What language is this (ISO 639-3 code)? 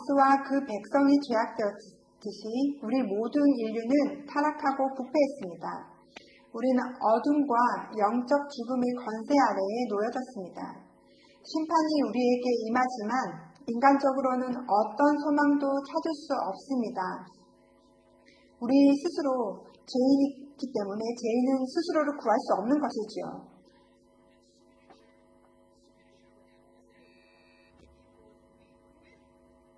kor